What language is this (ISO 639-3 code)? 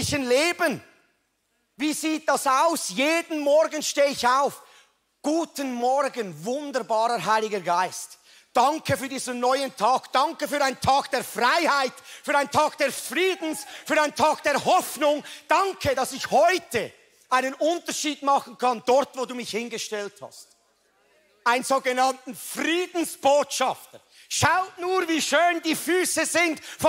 gsw